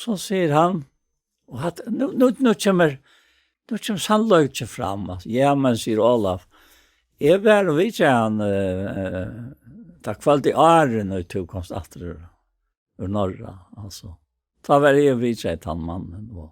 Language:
Faroese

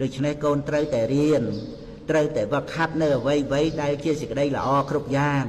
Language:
Khmer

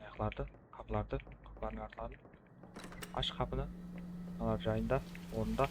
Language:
Kara-Kalpak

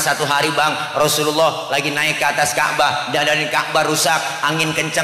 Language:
Betawi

